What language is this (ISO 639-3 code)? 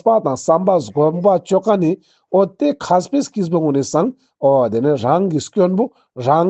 lbj